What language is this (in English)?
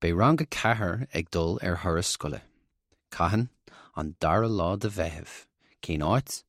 Irish